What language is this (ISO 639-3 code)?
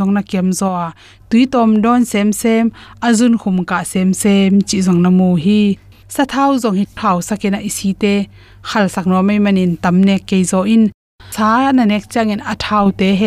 ctd